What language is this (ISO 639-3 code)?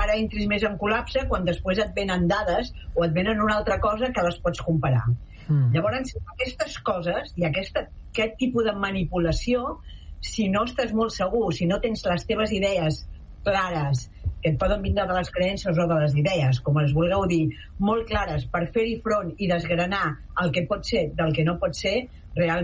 cat